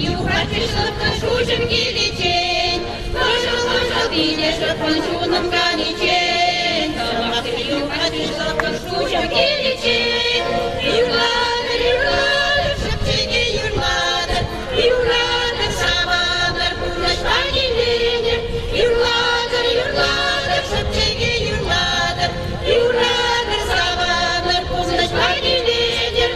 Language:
Chuvash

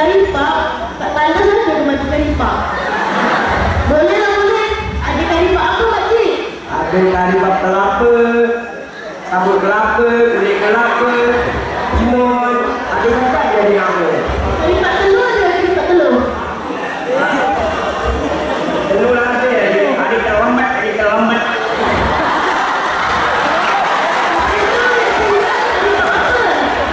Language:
Malay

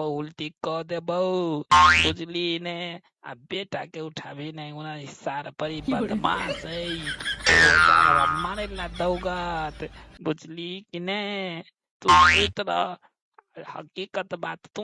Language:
Maithili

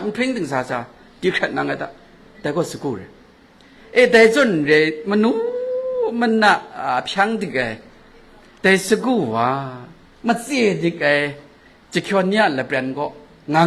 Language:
Kachin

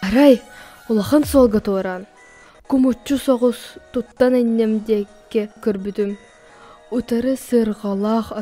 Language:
Yakut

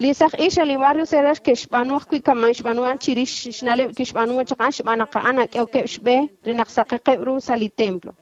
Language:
Kekchí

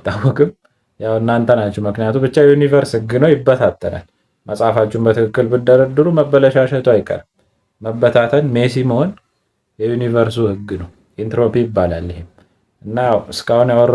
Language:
Amharic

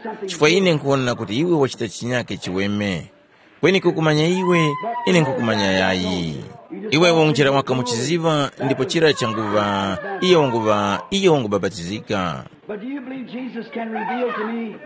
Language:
Tumbuka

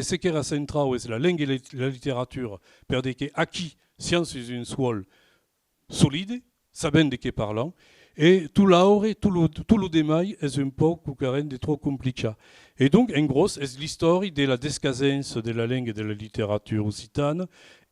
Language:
Occitan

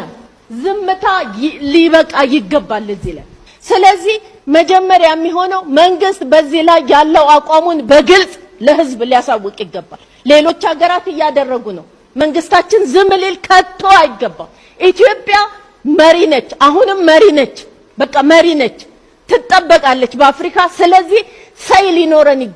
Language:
Amharic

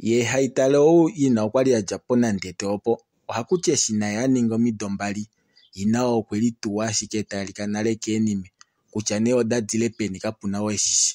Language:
Kuanyama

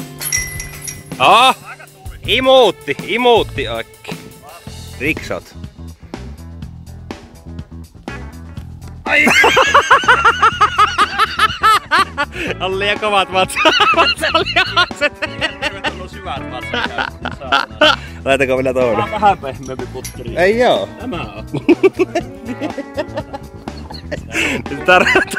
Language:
Finnish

